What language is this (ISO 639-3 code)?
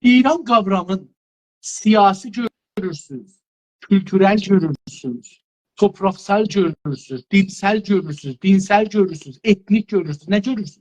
azb